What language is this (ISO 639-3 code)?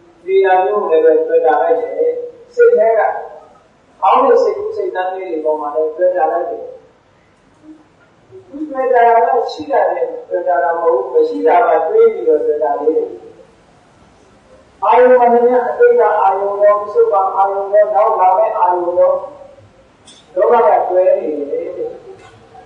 mya